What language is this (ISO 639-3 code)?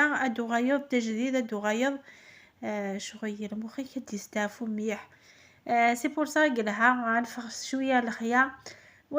kab